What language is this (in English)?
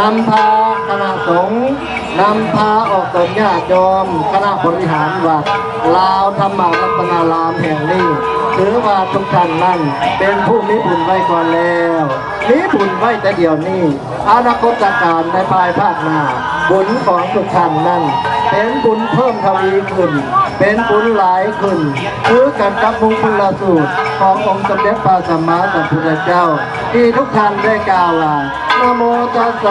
Lao